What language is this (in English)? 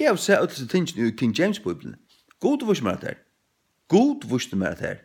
Faroese